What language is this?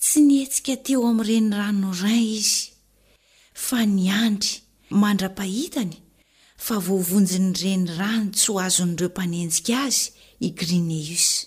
Malagasy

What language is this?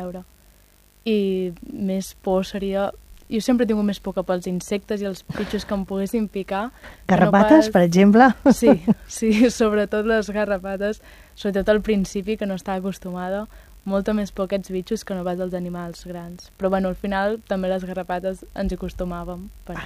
Catalan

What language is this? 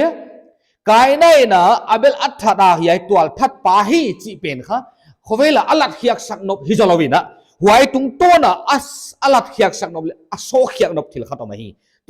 Paite Chin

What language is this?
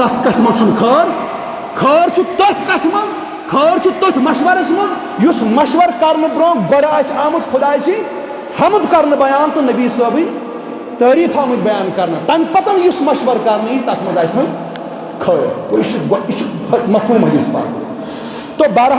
Kashmiri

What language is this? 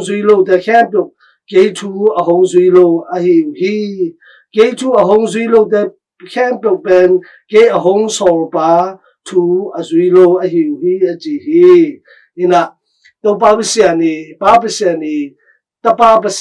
Tedim Chin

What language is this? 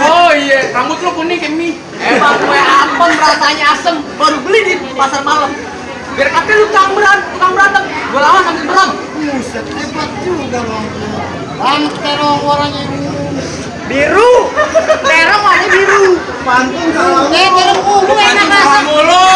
Betawi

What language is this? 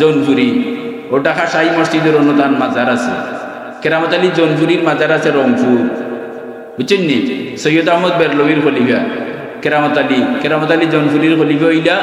Sylheti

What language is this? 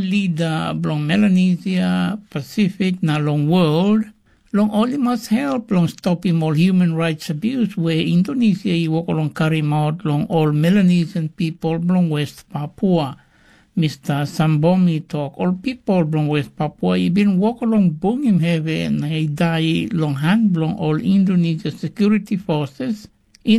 Tok Pisin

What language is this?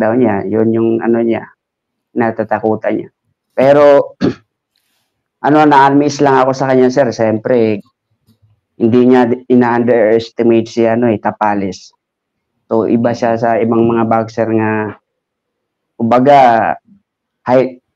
Filipino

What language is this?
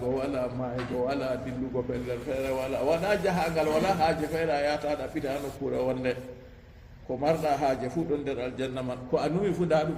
Fula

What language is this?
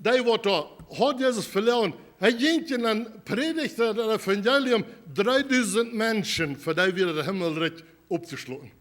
Plautdietsch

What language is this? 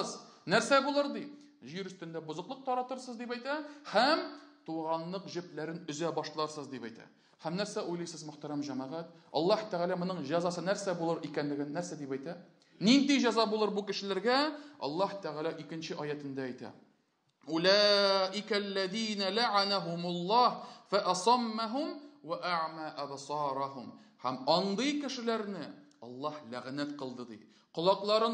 Tatar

